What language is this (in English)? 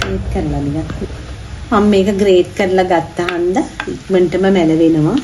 Sinhala